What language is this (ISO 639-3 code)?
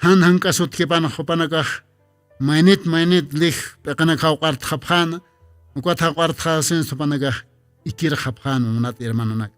aym